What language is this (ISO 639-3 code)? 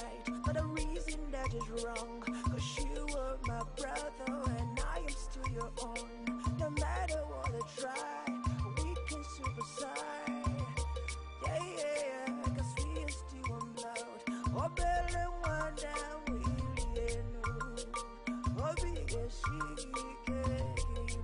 fra